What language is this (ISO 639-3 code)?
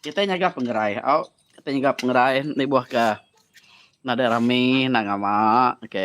iba